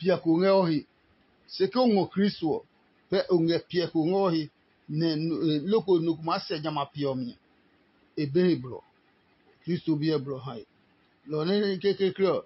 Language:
Adangme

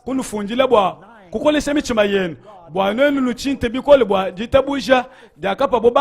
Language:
Luba-Lulua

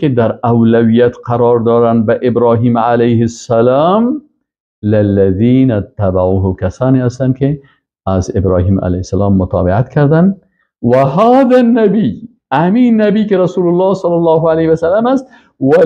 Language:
Persian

